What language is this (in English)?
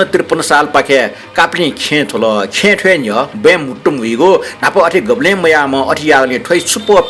Newari